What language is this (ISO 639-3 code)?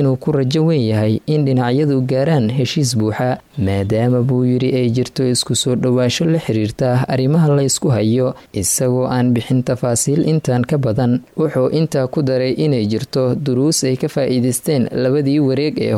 som